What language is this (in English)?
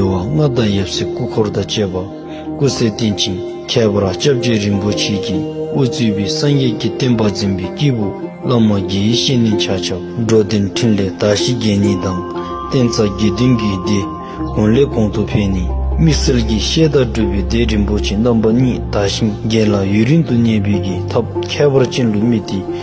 Dzongkha